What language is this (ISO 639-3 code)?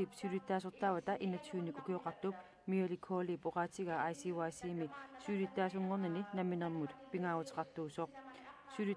kal